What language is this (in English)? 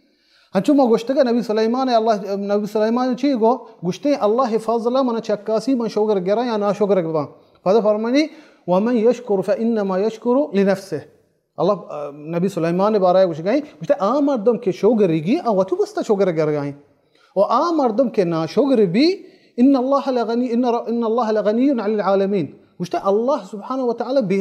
Baluchi